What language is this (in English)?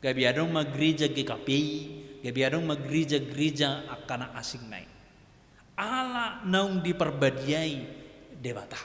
Batak Toba